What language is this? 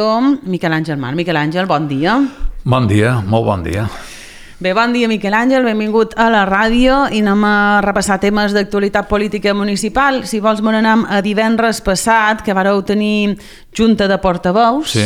Catalan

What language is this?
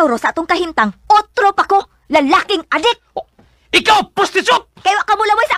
Cebuano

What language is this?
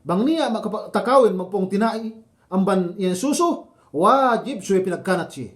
Yakan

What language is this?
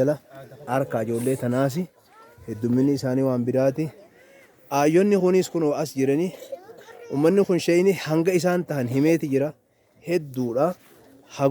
Oromo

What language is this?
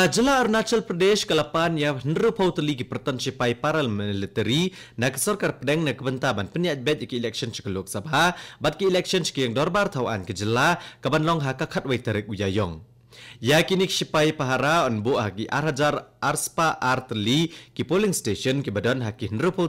Khasi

